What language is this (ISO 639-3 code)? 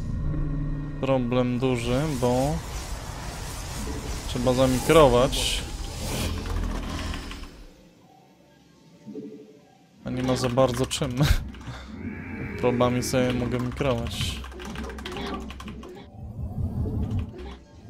pol